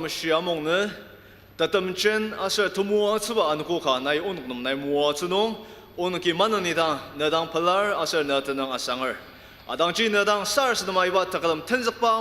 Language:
Ao Naga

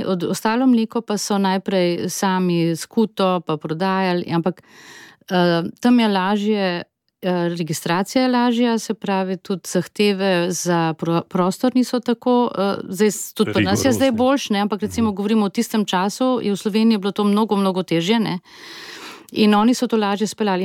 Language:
Slovenian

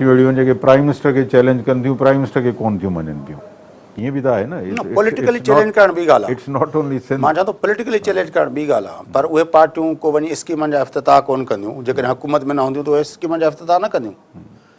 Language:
Sindhi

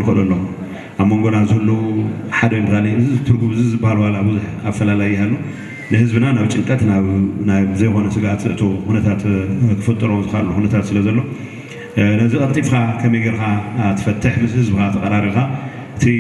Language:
Tigrinya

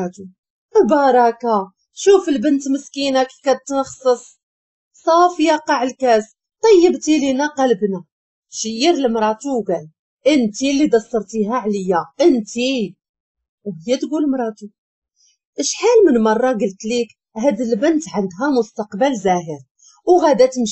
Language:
Moroccan Arabic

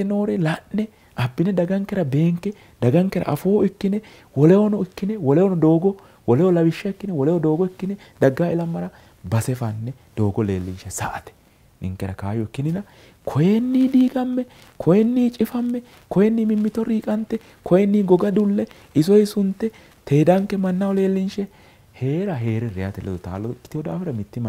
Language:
Sidamo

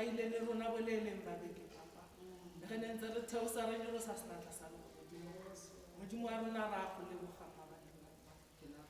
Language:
Tswana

